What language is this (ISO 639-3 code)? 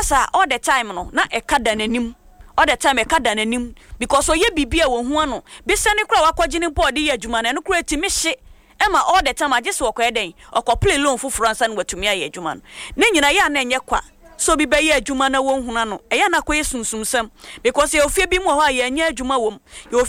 aka